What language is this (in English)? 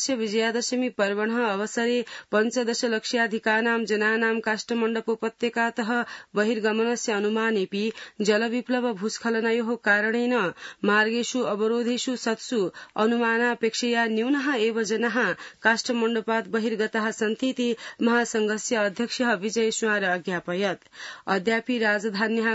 Sanskrit